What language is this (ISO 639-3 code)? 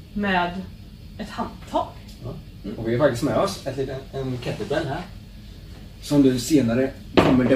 swe